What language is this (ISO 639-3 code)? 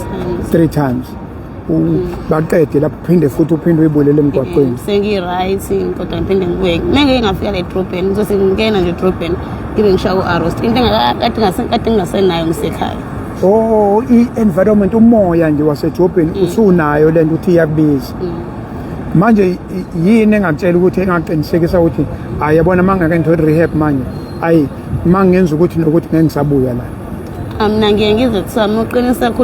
zul